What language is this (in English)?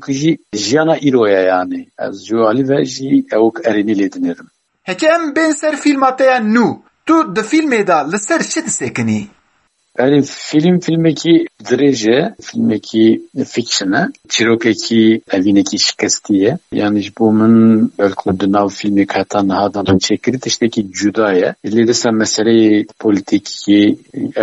Kurdish